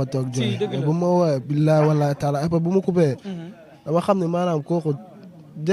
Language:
Wolof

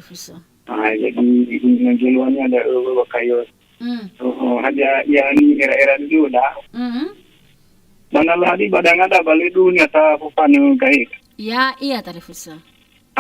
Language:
Nias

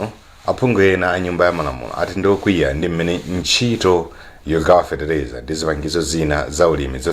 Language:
Nyanja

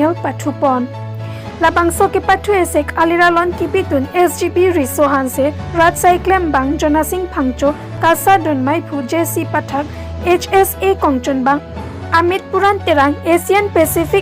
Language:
Karbi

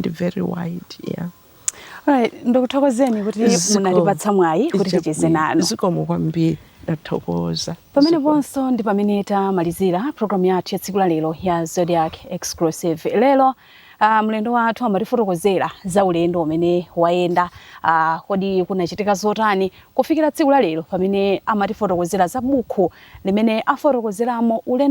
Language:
Nyanja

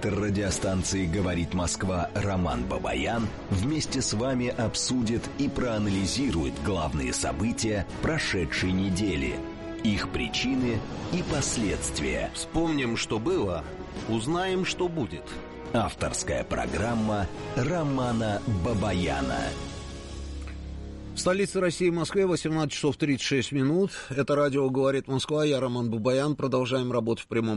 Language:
Russian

